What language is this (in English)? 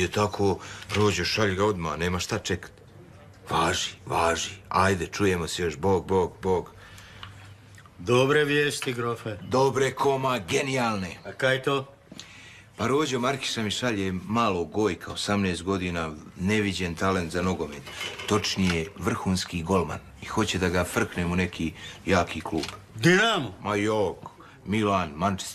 Croatian